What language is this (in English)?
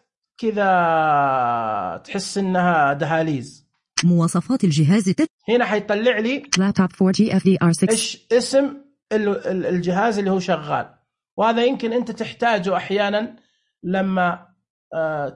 Najdi Arabic